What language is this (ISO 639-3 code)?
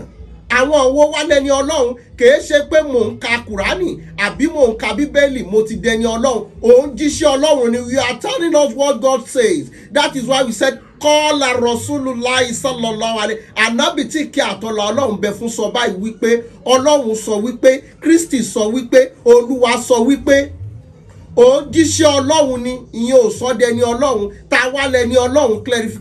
yor